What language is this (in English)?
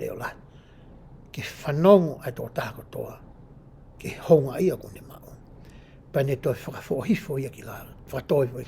Tongan